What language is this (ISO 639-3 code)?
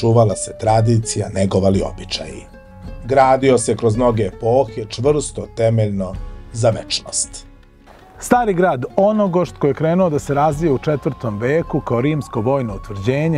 srp